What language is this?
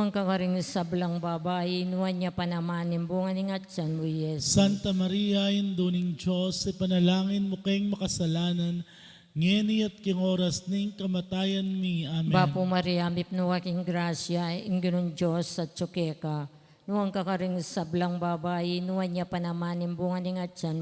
Pampanga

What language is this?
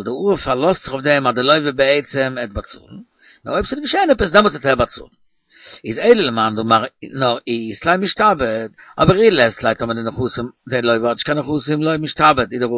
Yiddish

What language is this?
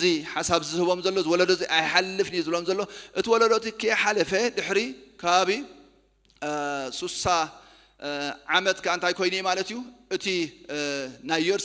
Tigrinya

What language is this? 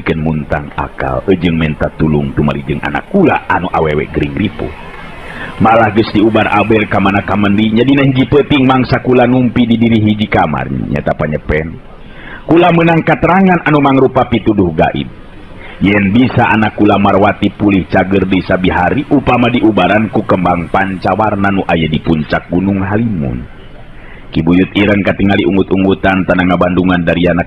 Sundanese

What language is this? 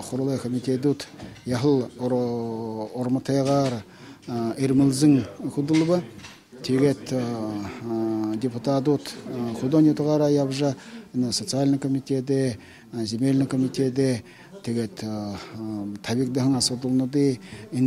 Buriat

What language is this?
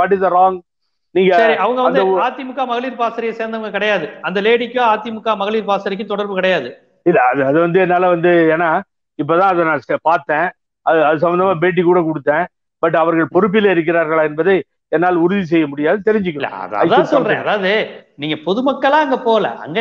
Tamil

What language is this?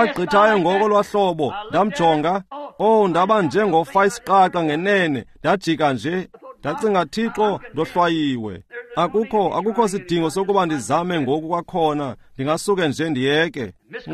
Xhosa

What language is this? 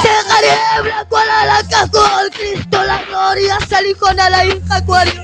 Kekchí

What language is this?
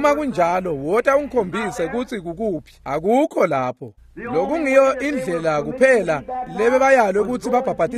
Swati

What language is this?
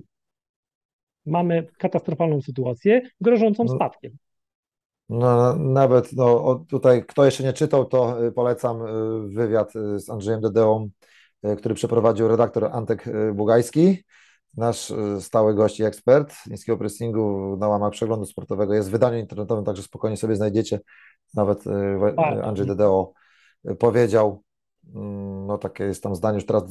Polish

